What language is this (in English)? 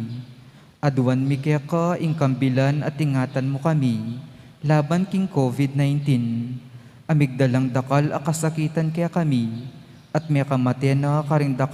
Pampanga